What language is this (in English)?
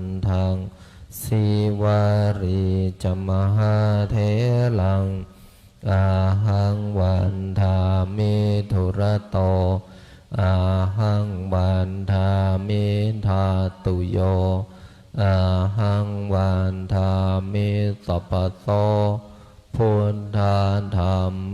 Pali